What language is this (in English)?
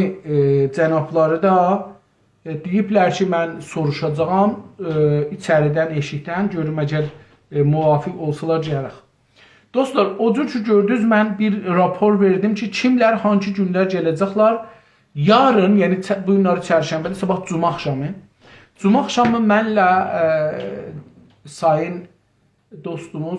South Azerbaijani